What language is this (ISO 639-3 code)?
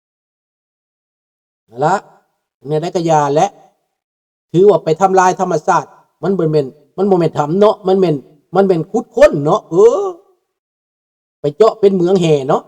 lao